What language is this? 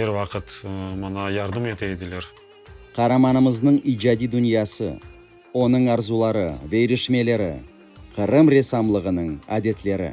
Crimean Tatar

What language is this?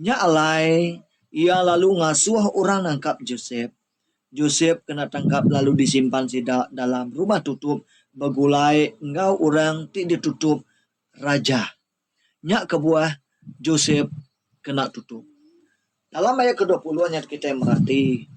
Iban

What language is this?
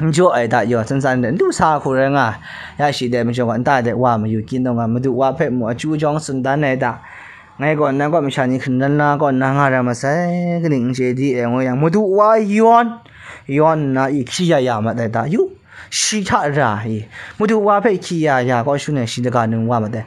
Kachin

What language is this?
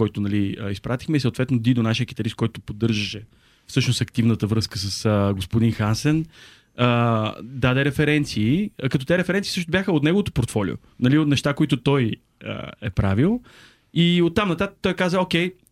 Bulgarian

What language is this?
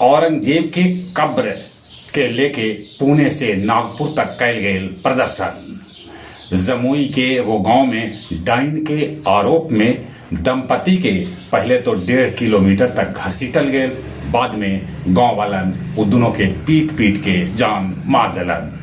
Magahi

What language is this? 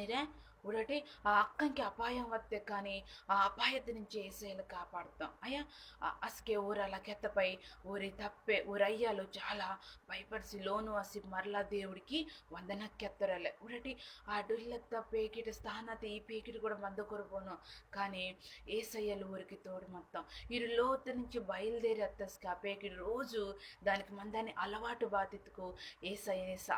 Koya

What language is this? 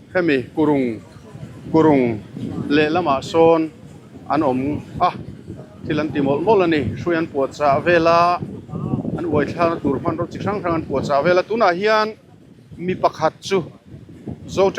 Mizo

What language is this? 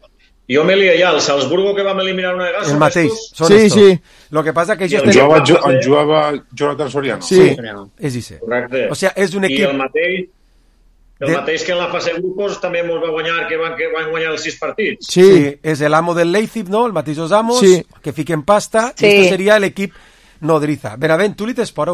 Catalan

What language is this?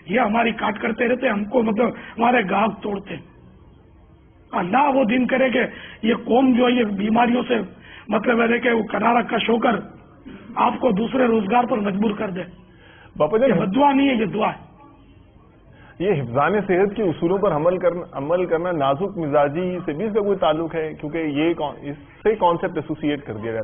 Urdu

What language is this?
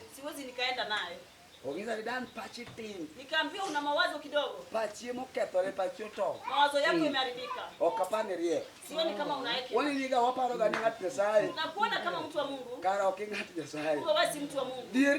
Luo (Kenya and Tanzania)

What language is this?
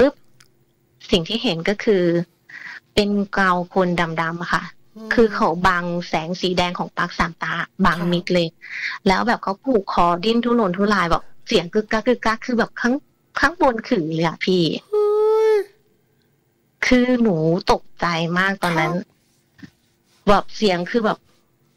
Thai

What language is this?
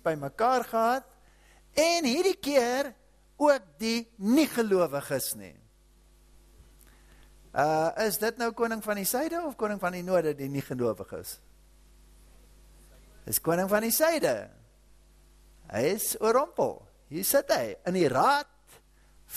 Afrikaans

